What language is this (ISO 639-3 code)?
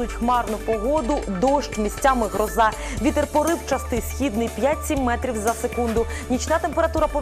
ukr